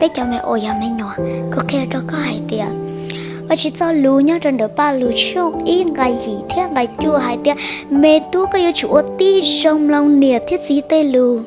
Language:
Hmong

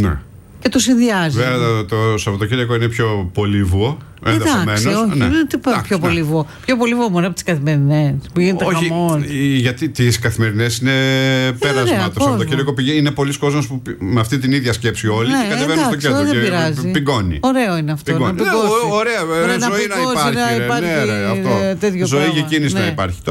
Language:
Greek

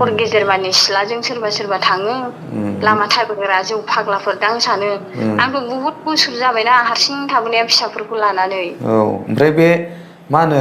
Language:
Bodo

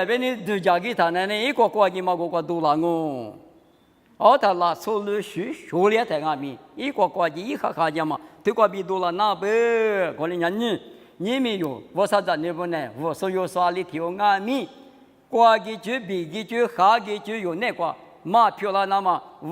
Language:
Lisu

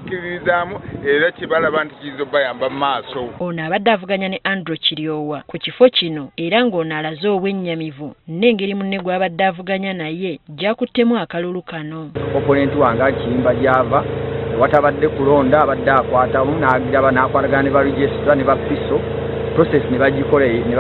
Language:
Ganda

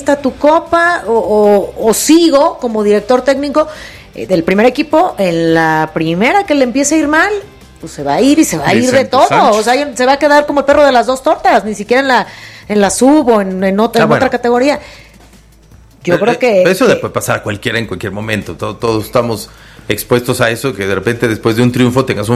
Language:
Spanish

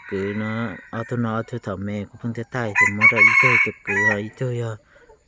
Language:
Hmong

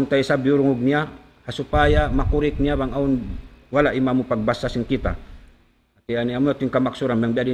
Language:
Tausug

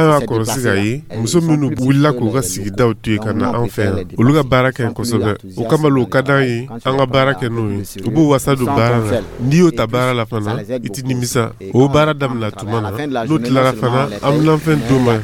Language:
Dyula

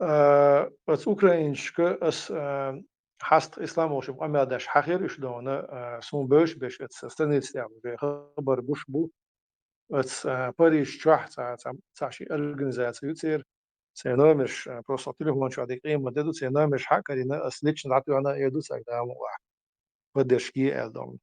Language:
Chechen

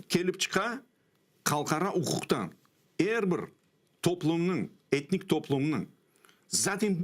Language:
Crimean Tatar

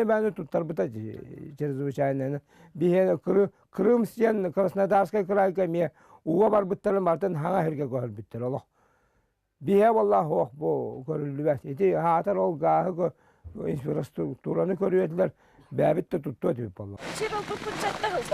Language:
Yakut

